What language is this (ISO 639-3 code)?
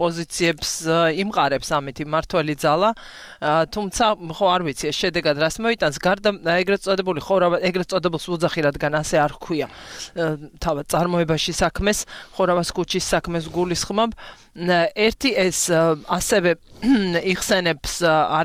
kat